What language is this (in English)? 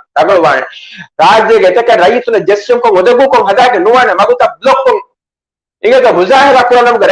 Divehi